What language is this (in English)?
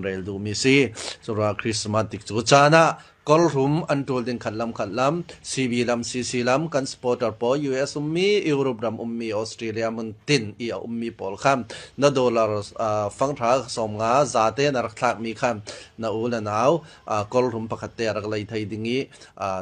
Falam Chin